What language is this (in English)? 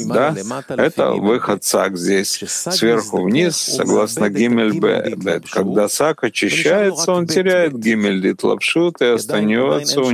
Russian